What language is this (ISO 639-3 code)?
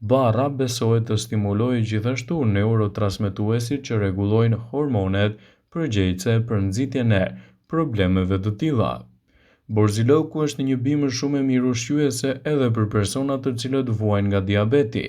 sqi